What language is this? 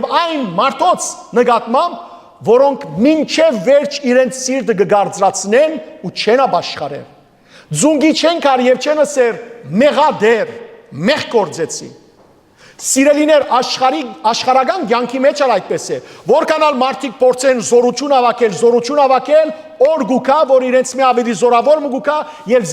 Western Armenian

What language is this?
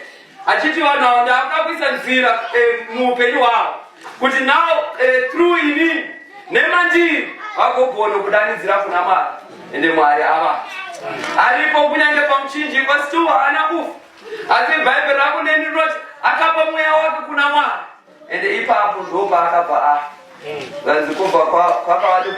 Shona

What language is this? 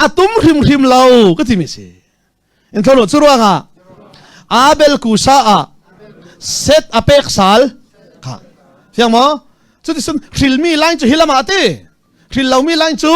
Hakha Chin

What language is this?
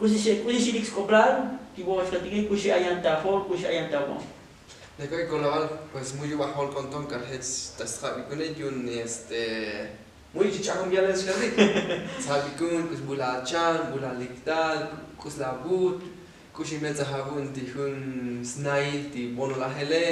Tzotzil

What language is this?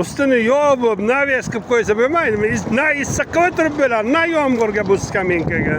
Uzbek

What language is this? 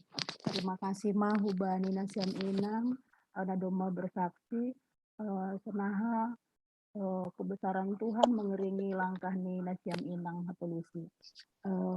Batak Simalungun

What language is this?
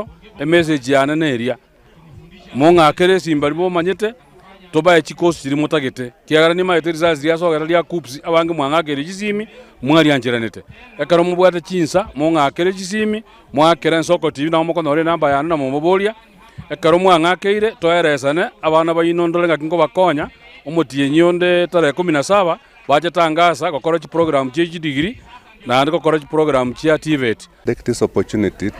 Gusii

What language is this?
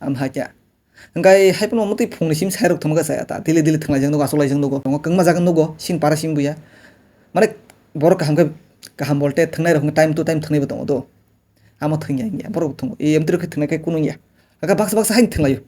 Kok Borok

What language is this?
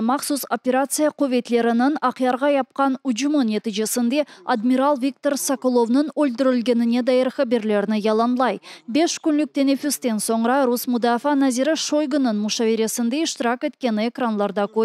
Crimean Tatar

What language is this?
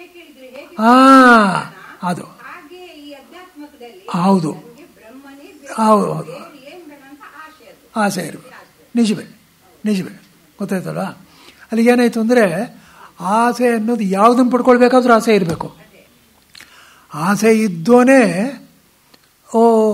Kannada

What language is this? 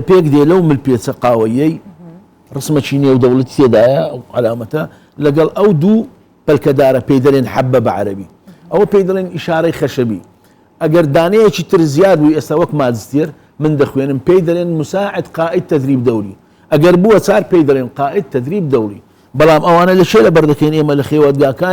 Central Kurdish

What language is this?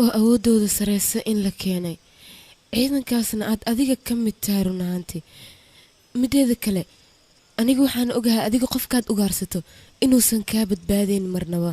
Somali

